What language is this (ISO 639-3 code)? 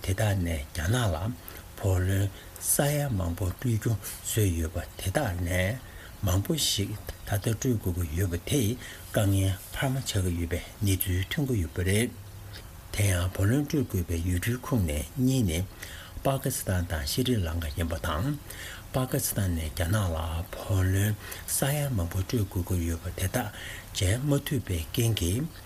bod